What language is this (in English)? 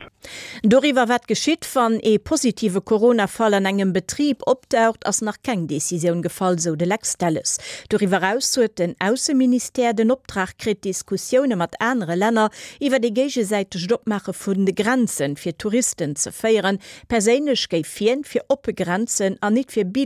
Luxembourgish